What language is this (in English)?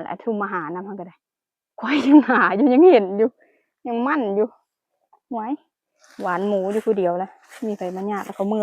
Lao